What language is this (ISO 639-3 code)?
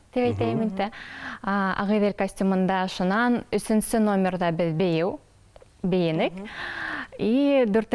bak